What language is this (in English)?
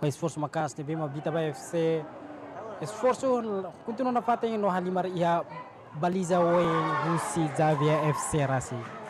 Tetum